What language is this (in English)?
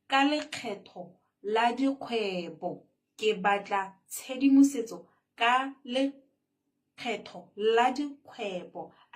Tswana